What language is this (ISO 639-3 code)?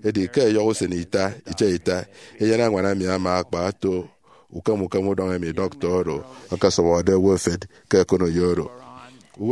efi